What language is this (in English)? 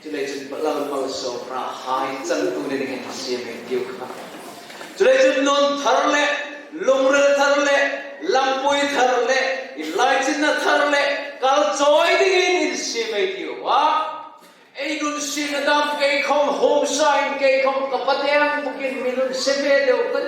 Hmar